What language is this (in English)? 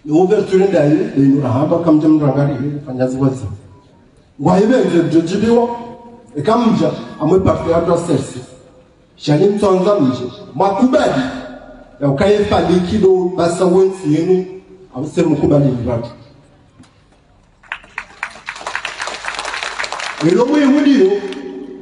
Swahili